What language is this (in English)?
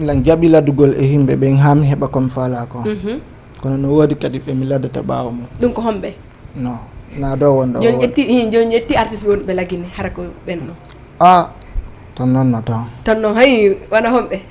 Fula